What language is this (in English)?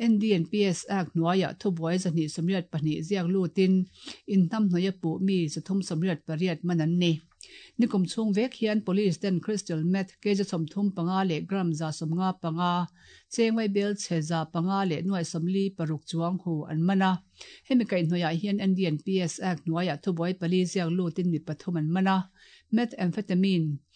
Mizo